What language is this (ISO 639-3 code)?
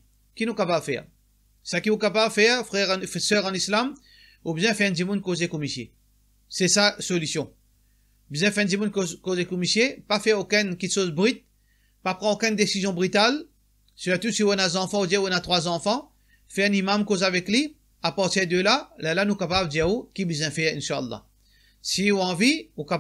mfe